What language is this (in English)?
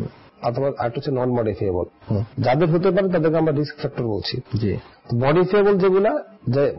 Bangla